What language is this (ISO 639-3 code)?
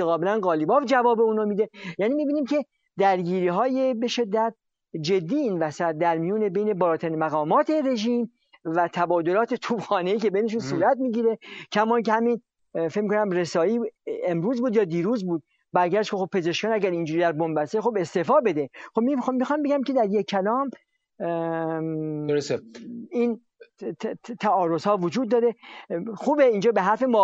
fas